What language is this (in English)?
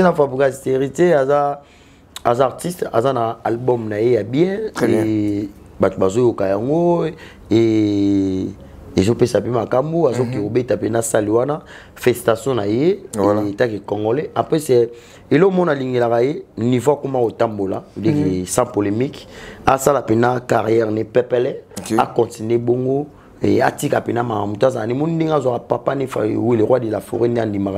Lingala